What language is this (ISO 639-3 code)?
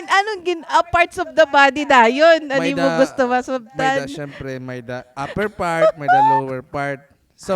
war